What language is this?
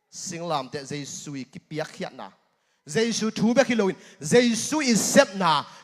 Tedim Chin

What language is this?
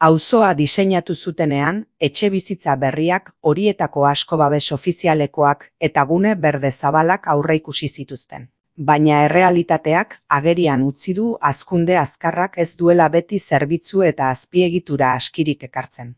Basque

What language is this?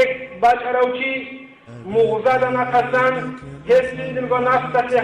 Avaric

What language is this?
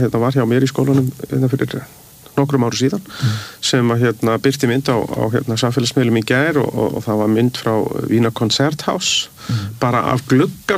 Icelandic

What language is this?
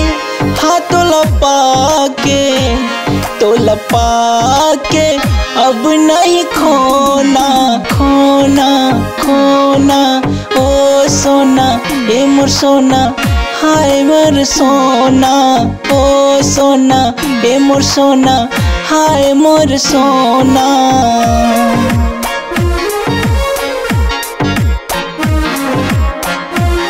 Chhattisgarhi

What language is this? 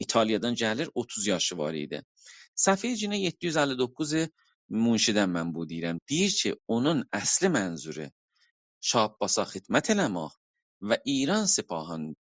South Azerbaijani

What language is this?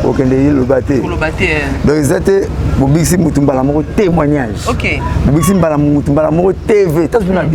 Lingala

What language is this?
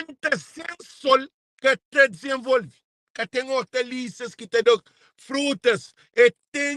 Kabuverdianu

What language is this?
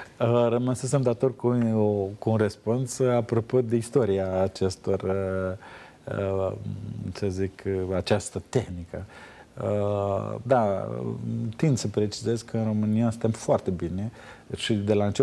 Romanian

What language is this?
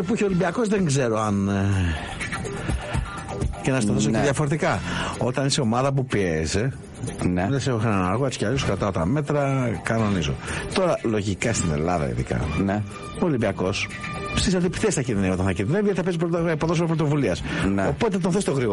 Greek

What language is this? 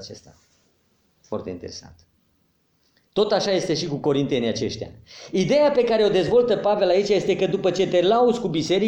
Romanian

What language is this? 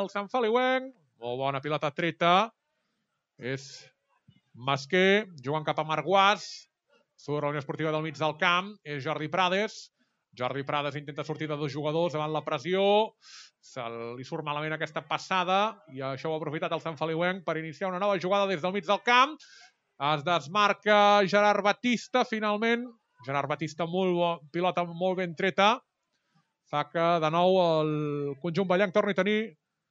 Catalan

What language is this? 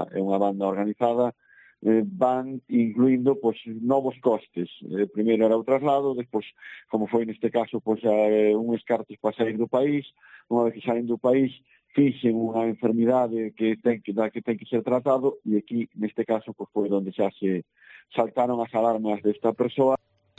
Galician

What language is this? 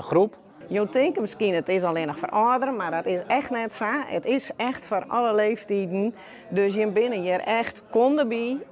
Western Frisian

